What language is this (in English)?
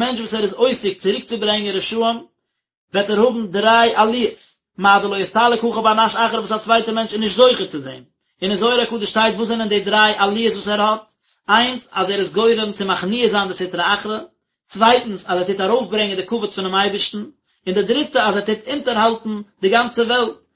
Yiddish